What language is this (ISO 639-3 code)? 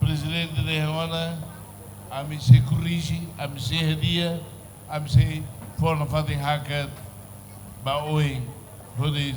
tet